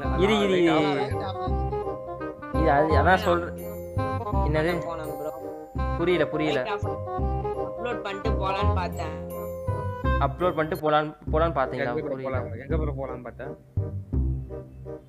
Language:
Tamil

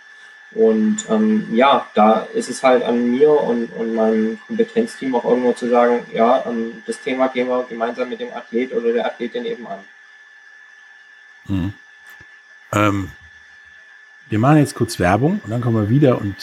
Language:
German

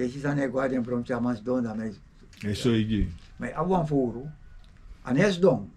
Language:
Sranan Tongo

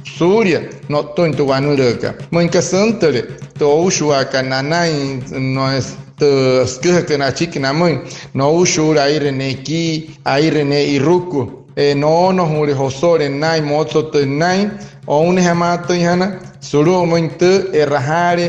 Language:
Wayuu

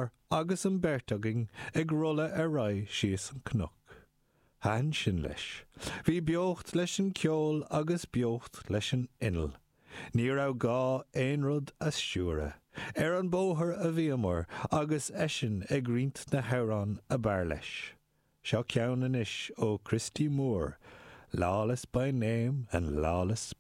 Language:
Irish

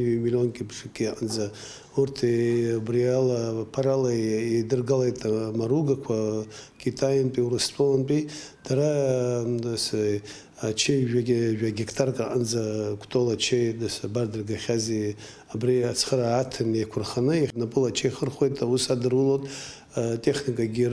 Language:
Abkhazian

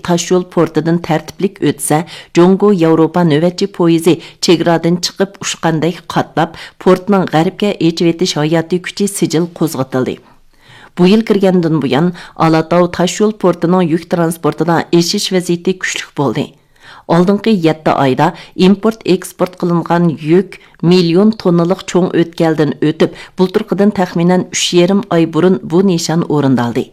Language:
Uyghur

